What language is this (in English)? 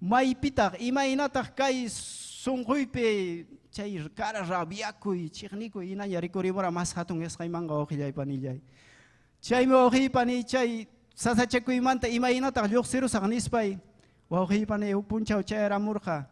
Ayacucho Quechua